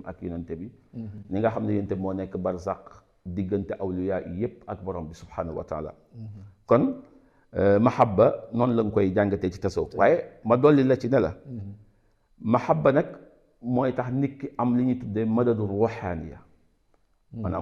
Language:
Wolof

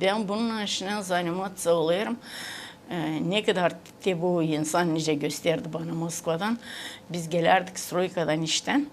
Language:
Gagauz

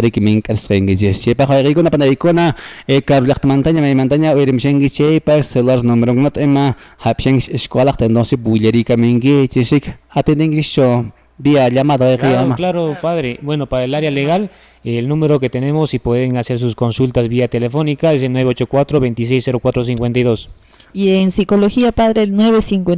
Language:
Quechua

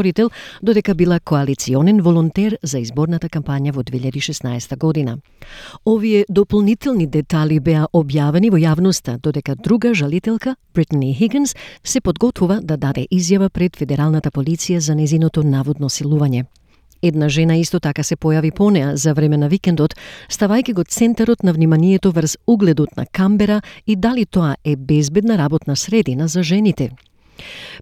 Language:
Macedonian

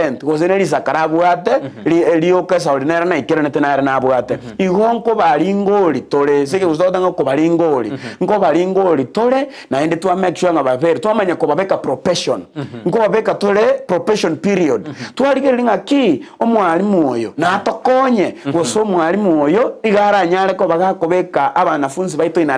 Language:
Gusii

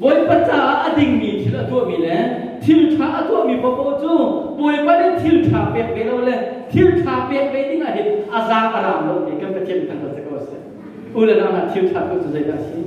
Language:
Hakha Chin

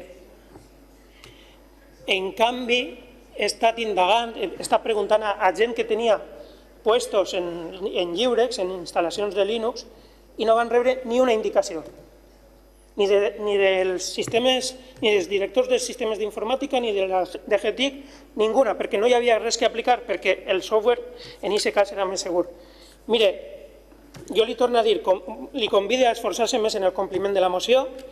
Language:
Catalan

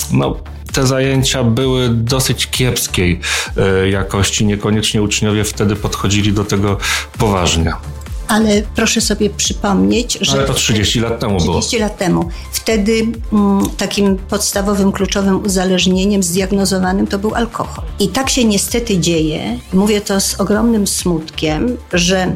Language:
Polish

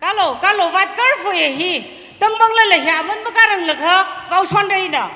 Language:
Tangkhul Naga (India)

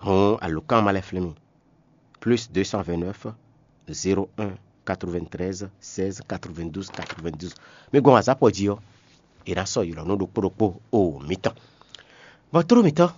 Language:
Fon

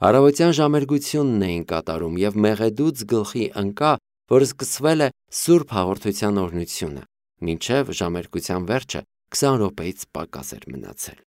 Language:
Armenian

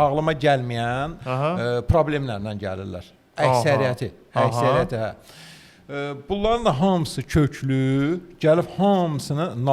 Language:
Azerbaijani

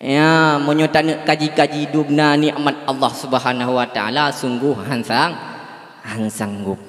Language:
Achinese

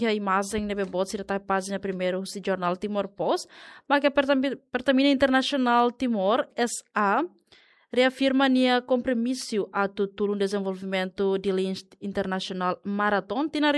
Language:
Tetum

